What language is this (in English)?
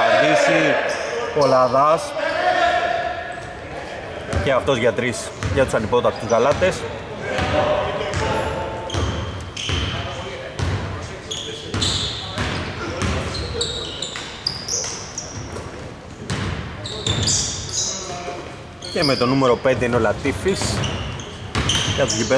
Greek